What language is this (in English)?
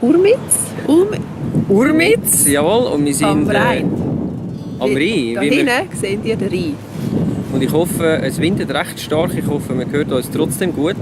Swiss German